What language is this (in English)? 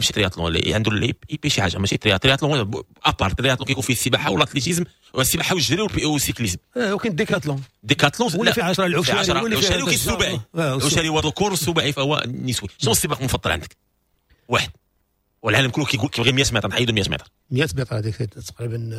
Moroccan Arabic